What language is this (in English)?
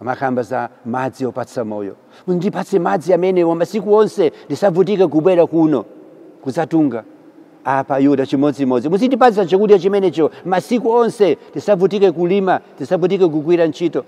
Nyanja